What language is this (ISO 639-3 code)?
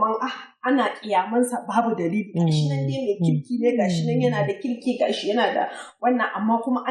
hau